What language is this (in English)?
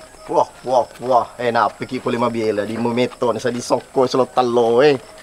Buginese